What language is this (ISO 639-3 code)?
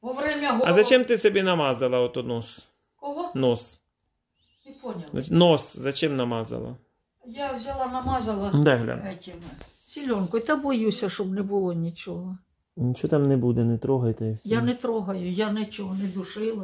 ukr